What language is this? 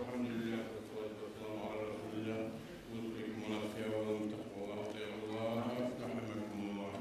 Kumyk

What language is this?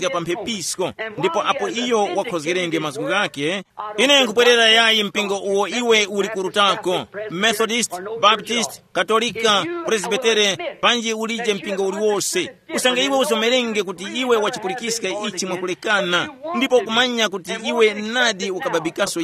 Tumbuka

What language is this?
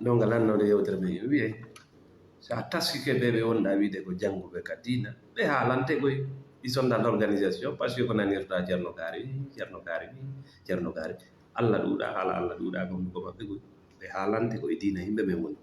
Fula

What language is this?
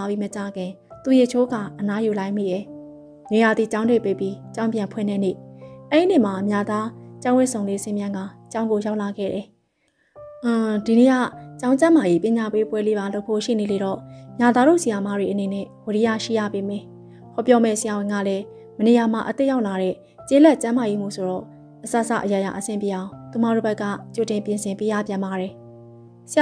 Burmese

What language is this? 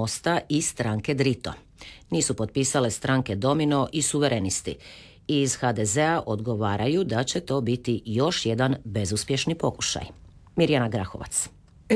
Croatian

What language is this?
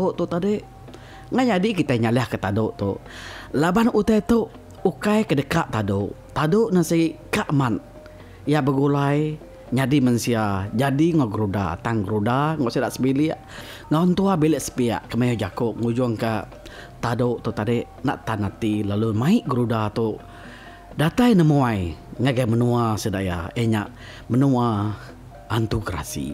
Iban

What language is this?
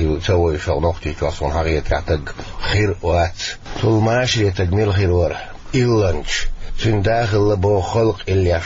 Chechen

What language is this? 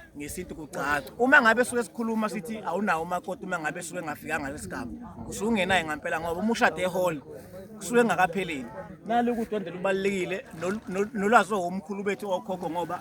Zulu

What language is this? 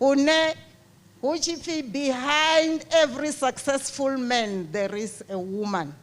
Venda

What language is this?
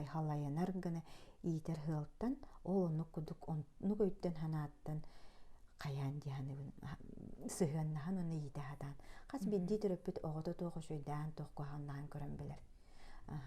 Yakut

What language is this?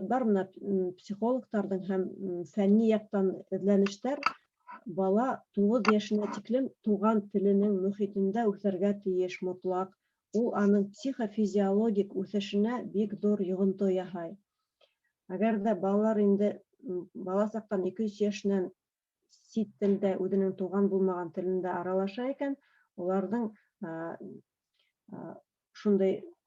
Bashkir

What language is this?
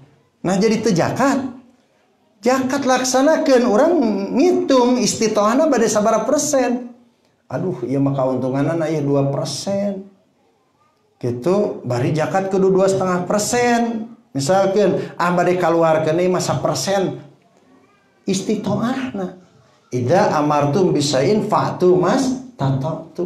Sundanese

